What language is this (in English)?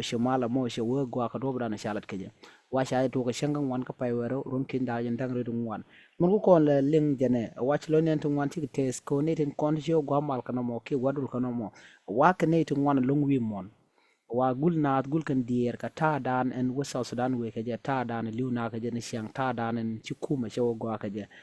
Nuer